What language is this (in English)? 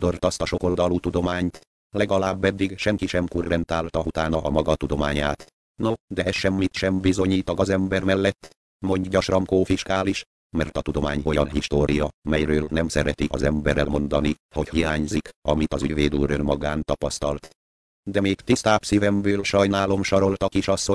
Hungarian